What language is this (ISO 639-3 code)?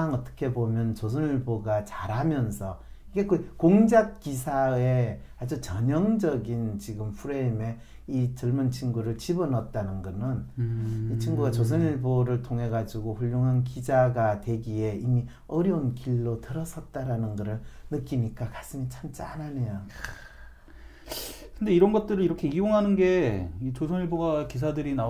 kor